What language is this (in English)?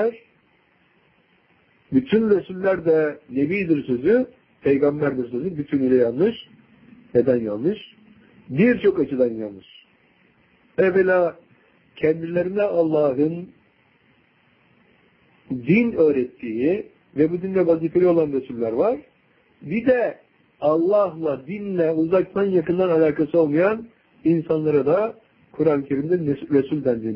Turkish